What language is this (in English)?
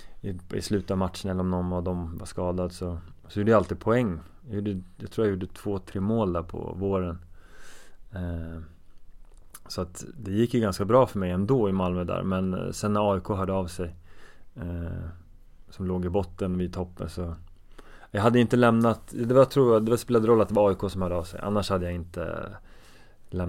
Swedish